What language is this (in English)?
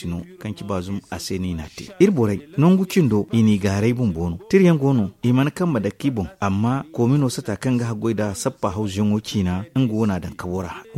Zarma